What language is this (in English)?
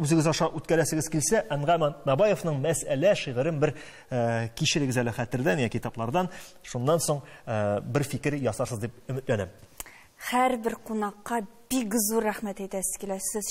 Tatar